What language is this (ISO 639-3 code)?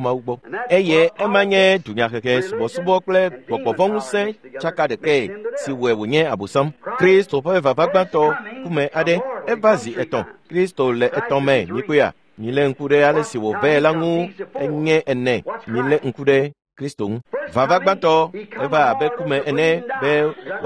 ewe